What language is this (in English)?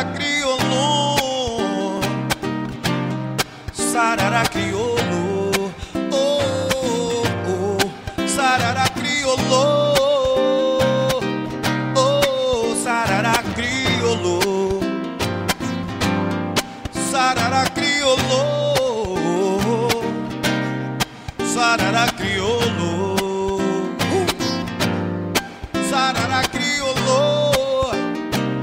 Portuguese